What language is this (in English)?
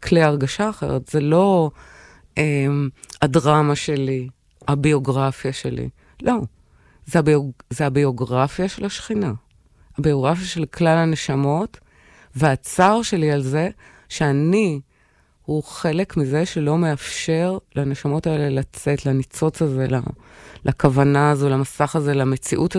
Hebrew